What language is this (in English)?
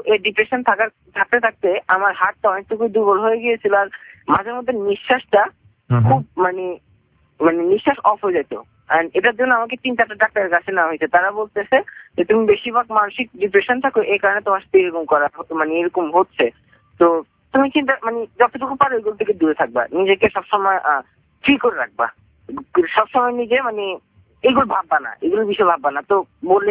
Bangla